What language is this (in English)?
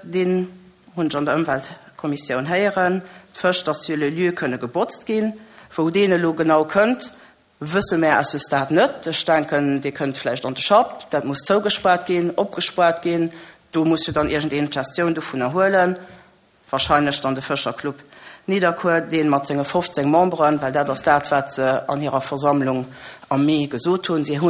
Luxembourgish